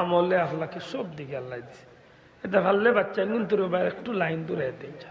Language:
Sylheti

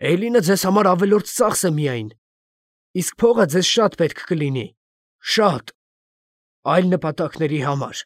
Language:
Armenian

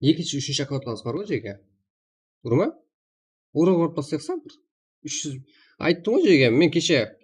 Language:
Kara-Kalpak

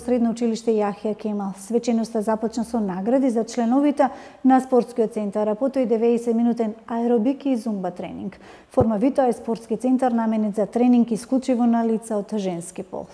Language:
Macedonian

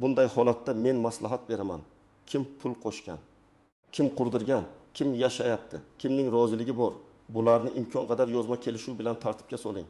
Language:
Uzbek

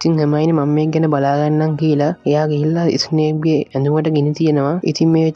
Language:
Sinhala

